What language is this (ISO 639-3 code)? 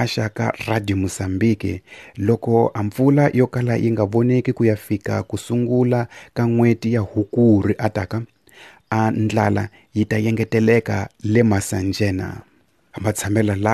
tso